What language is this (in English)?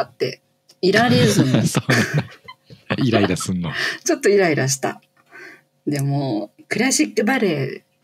Japanese